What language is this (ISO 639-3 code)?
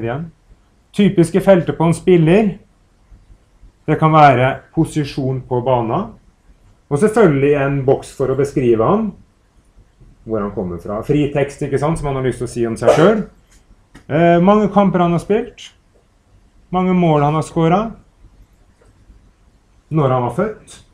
nor